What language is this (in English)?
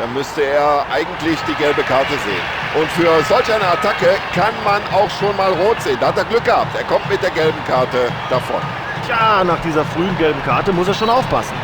Bavarian